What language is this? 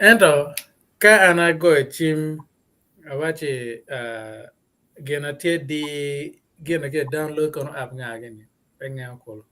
Acoli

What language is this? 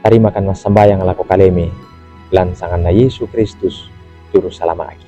Toraja-Sa'dan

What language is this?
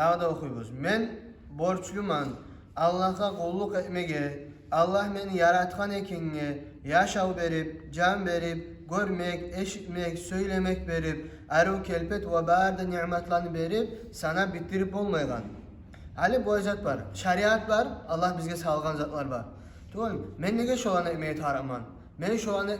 Kumyk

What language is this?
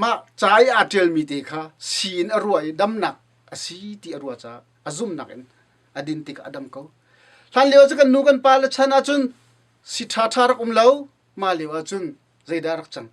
Hakha Chin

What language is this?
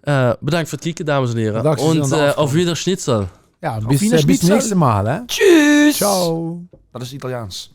Limburgish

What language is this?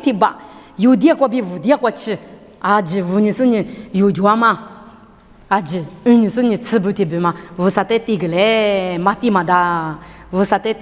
Lisu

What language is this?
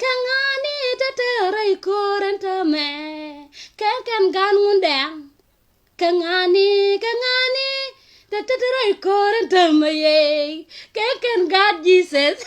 Nuer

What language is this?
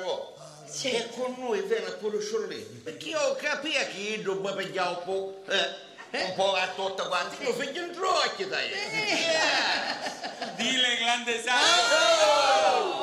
Sicilian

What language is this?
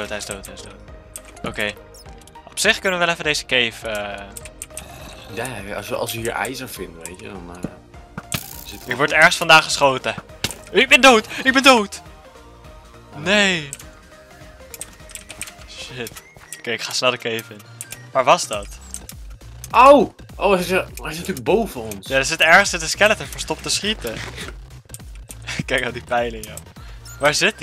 Dutch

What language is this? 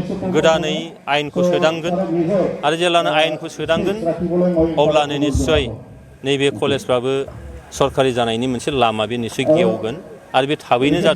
Bodo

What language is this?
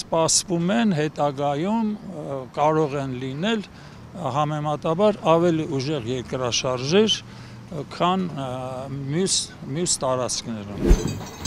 Armenian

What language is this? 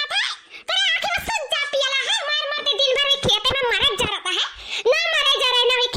Awadhi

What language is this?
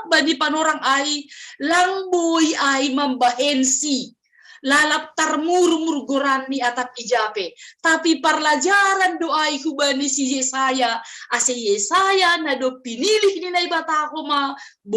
Batak Simalungun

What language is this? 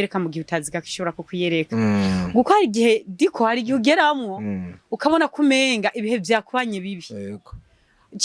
Rundi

